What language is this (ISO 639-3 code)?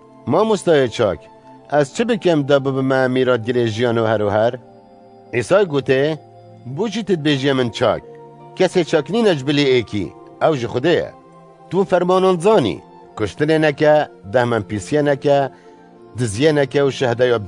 kur